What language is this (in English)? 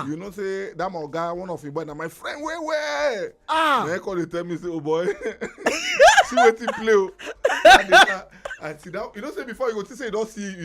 Nigerian Pidgin